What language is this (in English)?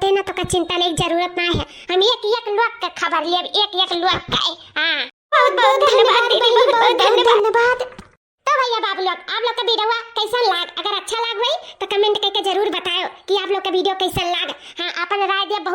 Awadhi